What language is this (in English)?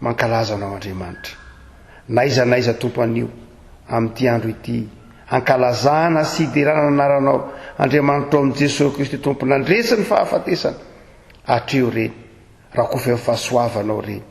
Malagasy